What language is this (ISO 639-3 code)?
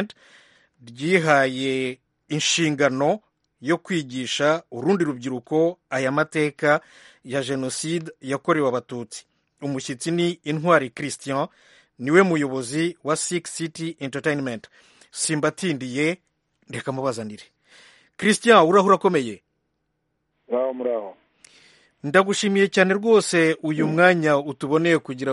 kin